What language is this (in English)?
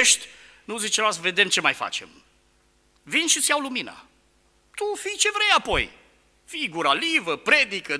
Romanian